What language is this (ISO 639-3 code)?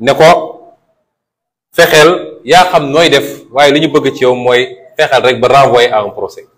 wol